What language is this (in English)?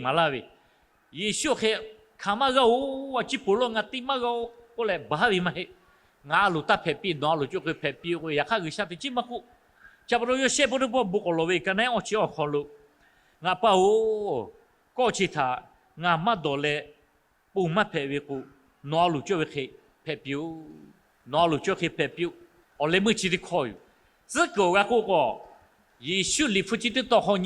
Lahu